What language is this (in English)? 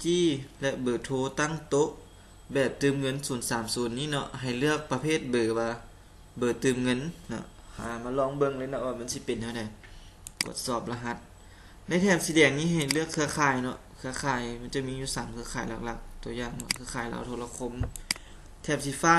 Lao